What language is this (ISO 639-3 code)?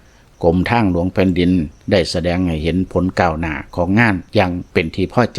lao